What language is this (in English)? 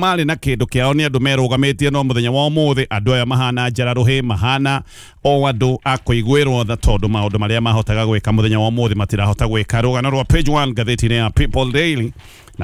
Kikuyu